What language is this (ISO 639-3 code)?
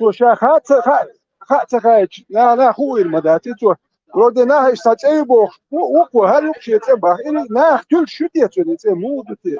che